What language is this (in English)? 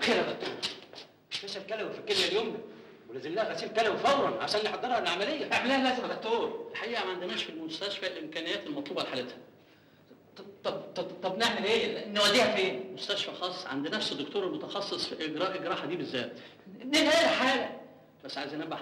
Egyptian Arabic